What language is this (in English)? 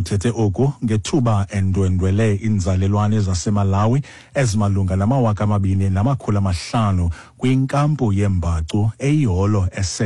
Xhosa